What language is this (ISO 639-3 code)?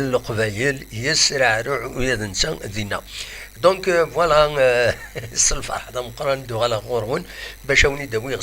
kab